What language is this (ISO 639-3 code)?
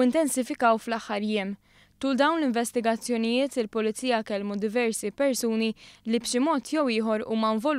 mlt